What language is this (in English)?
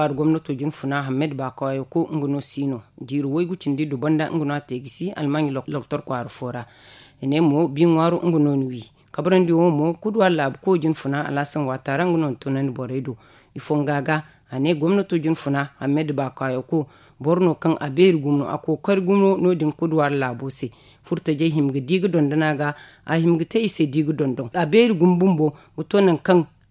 Zarma